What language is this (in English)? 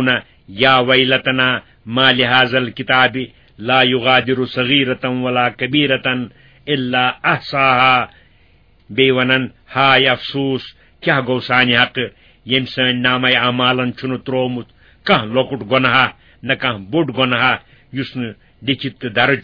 Kashmiri